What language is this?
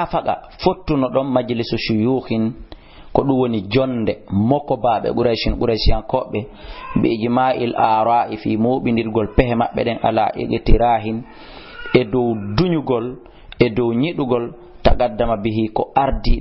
Fula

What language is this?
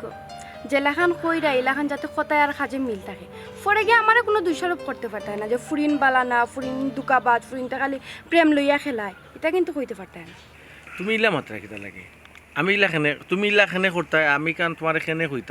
Sylheti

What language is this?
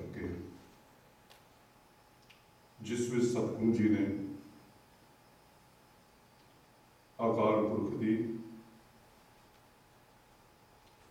Punjabi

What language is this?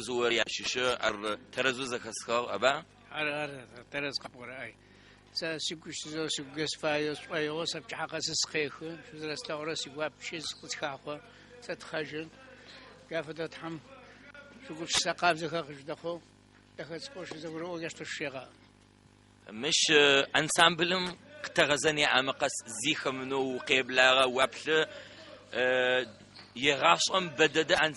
Adyghe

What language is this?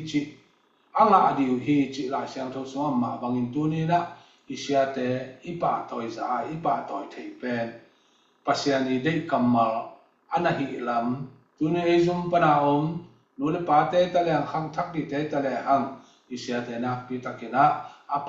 Tedim Chin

